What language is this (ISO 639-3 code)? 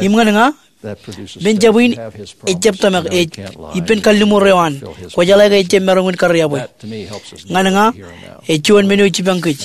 mah